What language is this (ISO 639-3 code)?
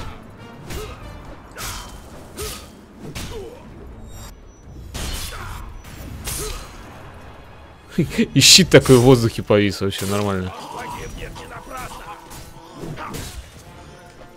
rus